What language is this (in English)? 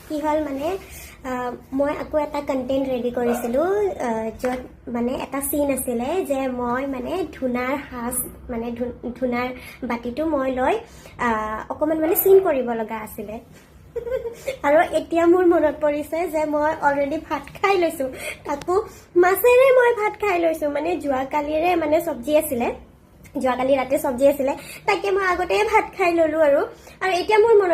Assamese